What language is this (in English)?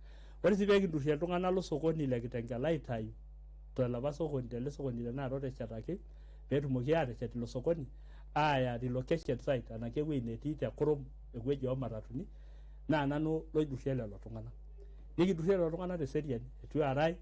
Masai